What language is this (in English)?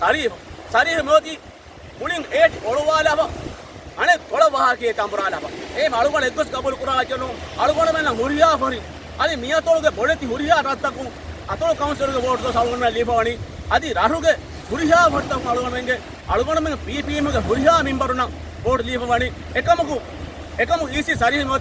Divehi